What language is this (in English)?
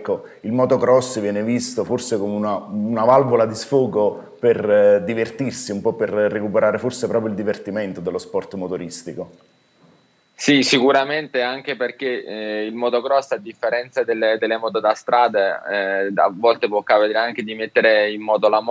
Italian